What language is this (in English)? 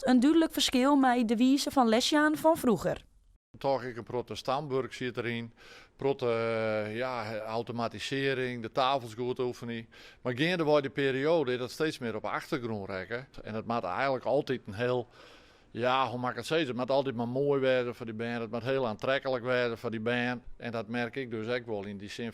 Western Frisian